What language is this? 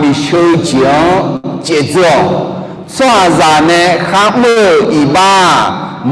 Akha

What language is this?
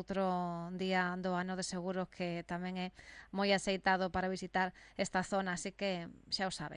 Galician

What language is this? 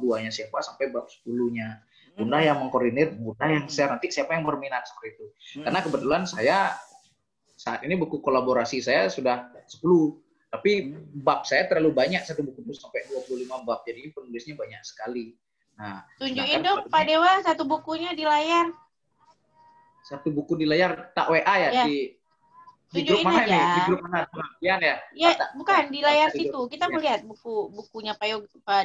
Indonesian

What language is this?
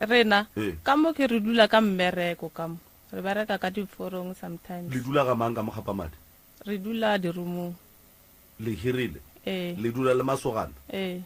Northern Sotho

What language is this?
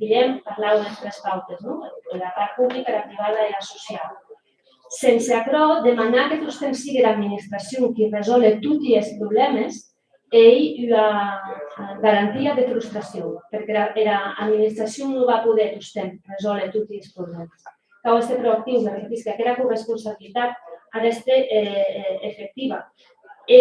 Occitan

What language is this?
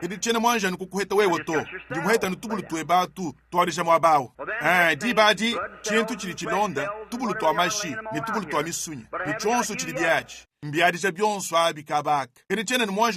Luba-Lulua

